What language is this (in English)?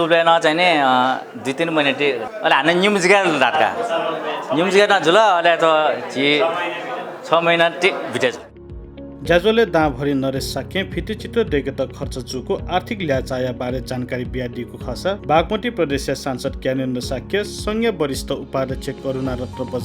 Newari